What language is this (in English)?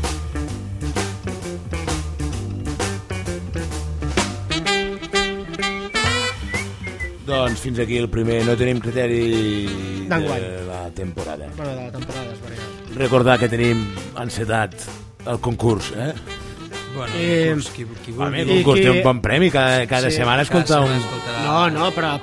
Catalan